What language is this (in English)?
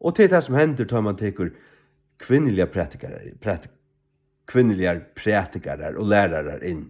Faroese